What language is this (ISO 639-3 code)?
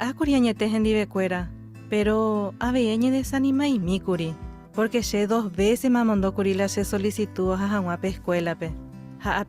grn